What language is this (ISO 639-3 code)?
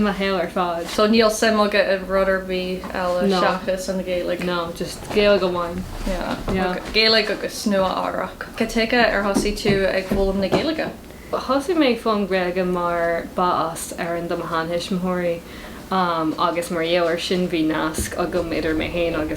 gle